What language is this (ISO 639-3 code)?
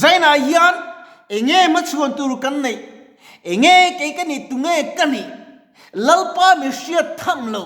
lus